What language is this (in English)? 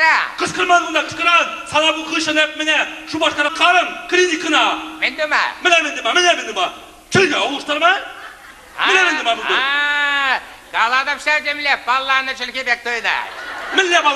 Chuvash